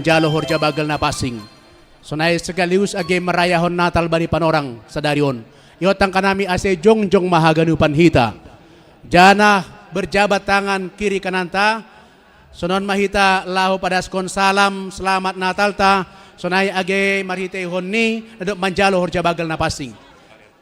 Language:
Batak Simalungun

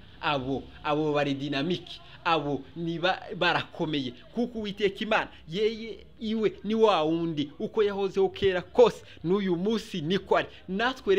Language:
Kinyarwanda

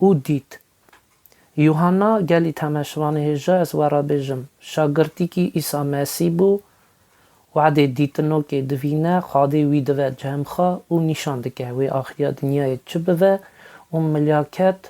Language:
Kurdish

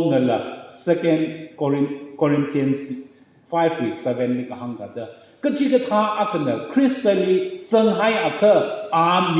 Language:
Tangkhul Naga (India)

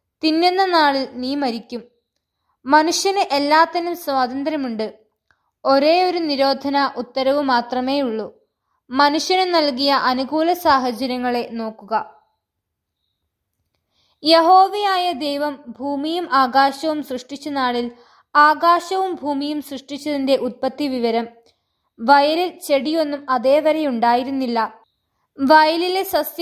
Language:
Malayalam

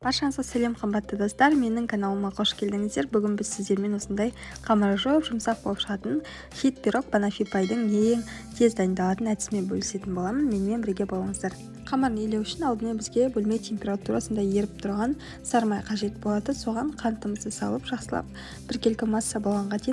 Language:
Kazakh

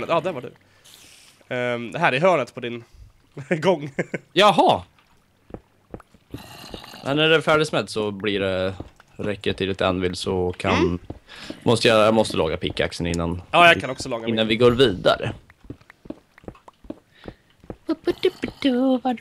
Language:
Swedish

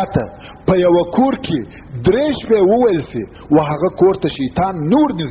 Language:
Pashto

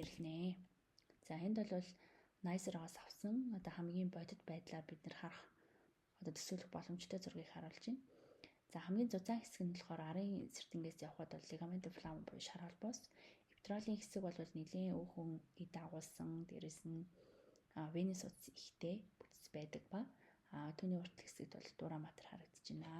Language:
Mongolian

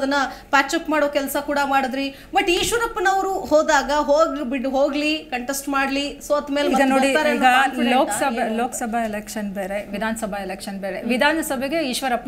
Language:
Kannada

